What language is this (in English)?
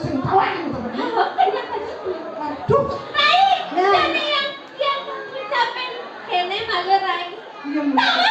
Balinese